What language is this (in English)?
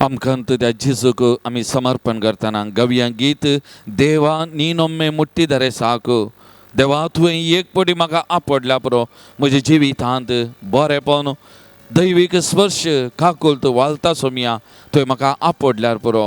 Konkani